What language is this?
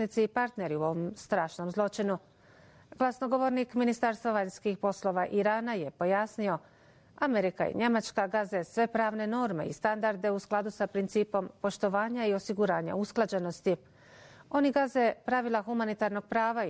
Bosnian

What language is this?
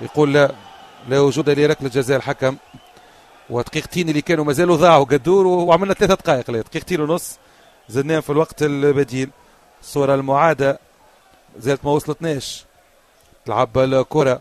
Tunisian Arabic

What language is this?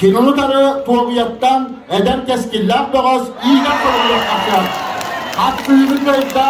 Yakut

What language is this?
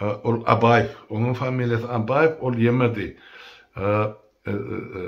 Turkmen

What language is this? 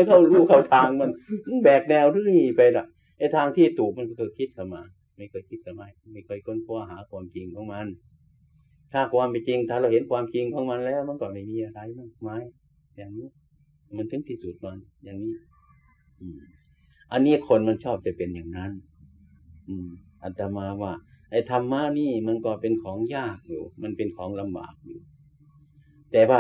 Thai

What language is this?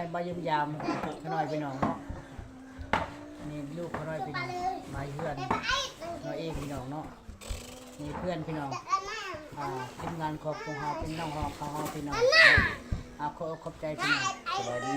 Lao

